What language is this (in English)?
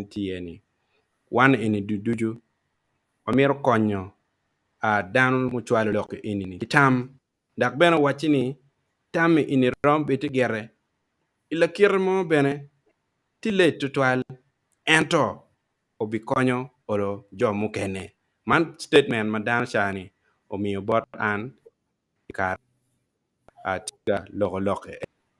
Acoli